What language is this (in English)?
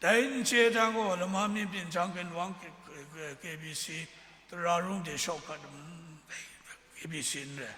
Kachin